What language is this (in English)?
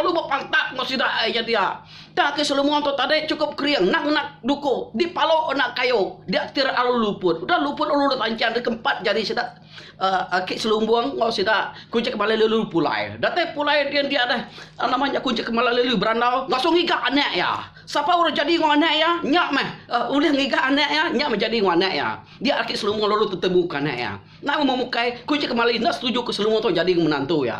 Iban